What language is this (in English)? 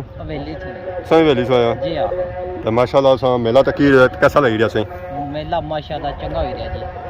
Pahari-Potwari